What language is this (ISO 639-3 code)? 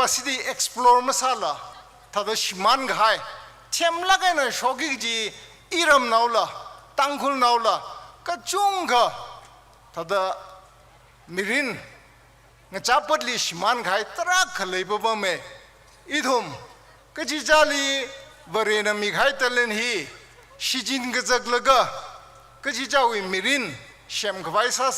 nmf